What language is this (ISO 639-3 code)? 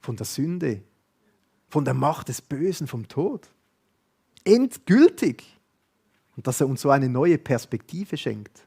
gsw